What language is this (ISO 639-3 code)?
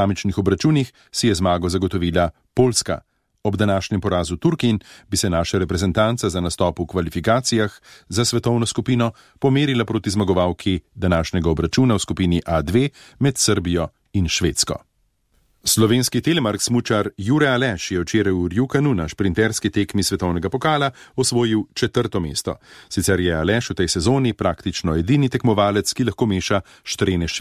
slv